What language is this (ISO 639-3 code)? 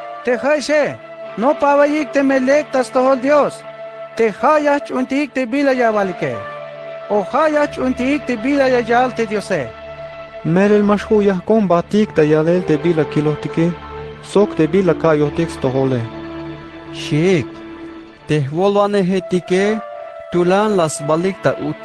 tzh